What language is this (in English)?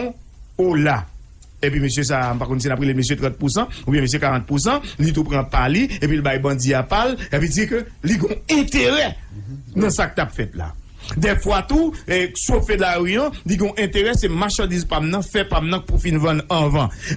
Haitian Creole